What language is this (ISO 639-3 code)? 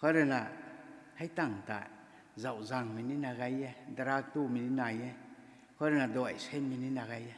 nbu